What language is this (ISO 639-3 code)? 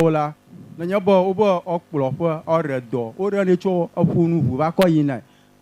ewe